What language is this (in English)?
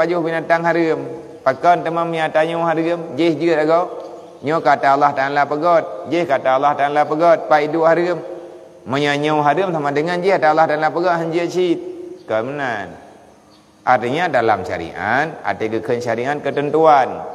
Achinese